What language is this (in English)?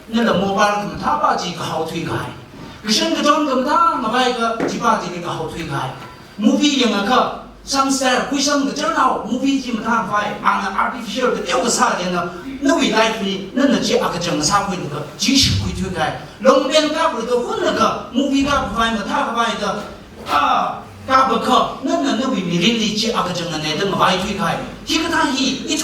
Tangkhul Naga (India)